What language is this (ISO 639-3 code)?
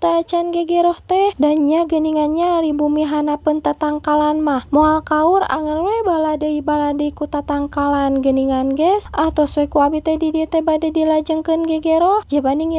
sun